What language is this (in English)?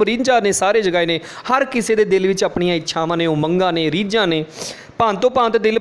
Punjabi